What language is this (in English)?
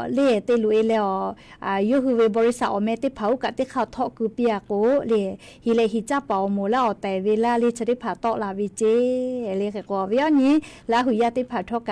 Lahu